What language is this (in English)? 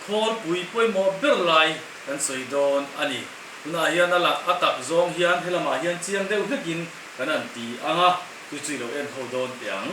Mizo